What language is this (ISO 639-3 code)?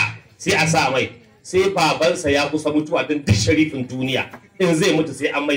hau